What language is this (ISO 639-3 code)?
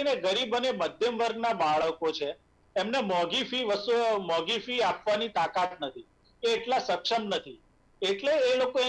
guj